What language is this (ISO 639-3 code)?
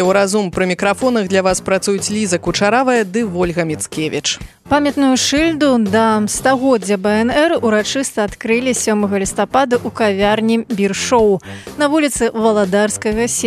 bel